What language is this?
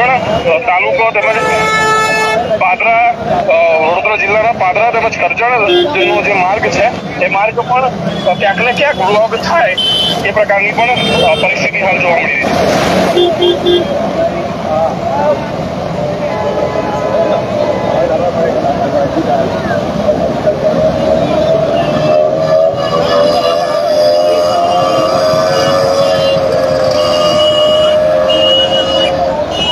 Gujarati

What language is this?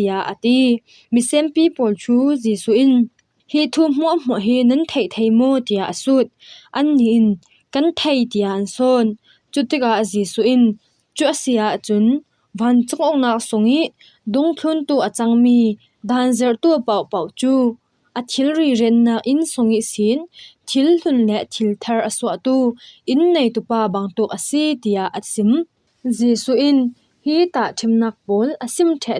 Falam Chin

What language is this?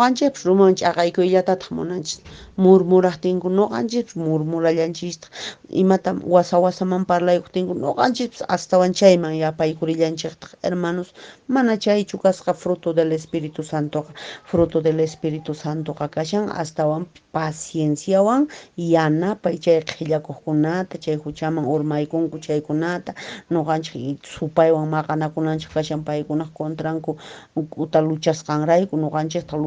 Quechua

